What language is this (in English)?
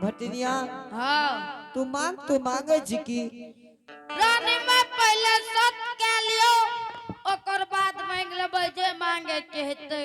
Angika